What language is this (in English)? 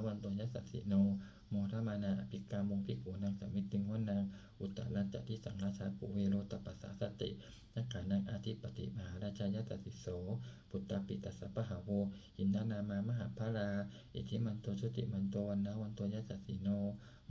Pali